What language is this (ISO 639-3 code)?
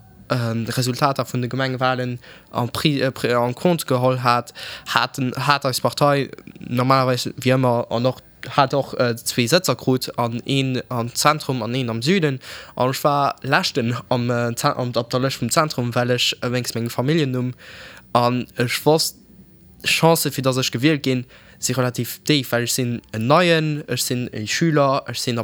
ltz